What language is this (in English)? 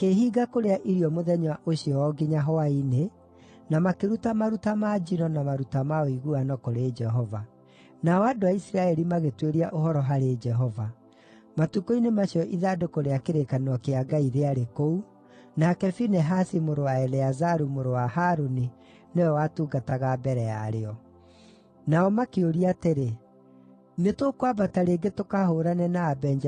Kikuyu